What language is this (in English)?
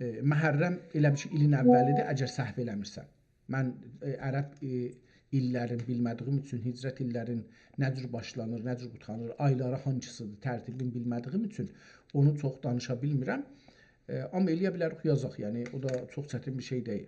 South Azerbaijani